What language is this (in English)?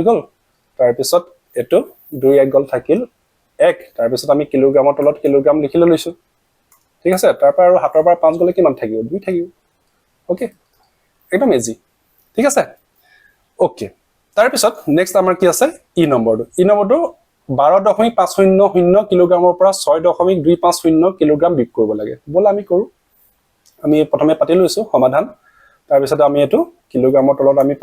Assamese